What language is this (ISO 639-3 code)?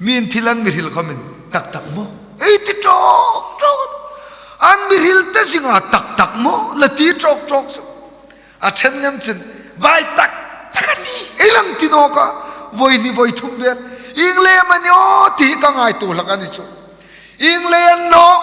hmr